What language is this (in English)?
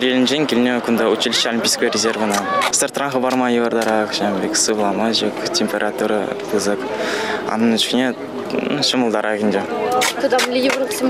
Chuvash